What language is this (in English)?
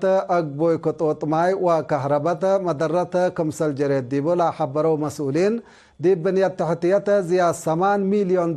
Tigre